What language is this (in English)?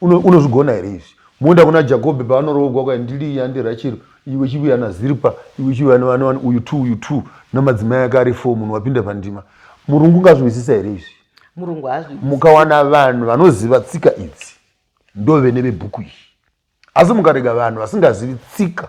Shona